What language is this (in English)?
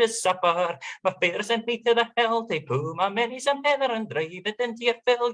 Scots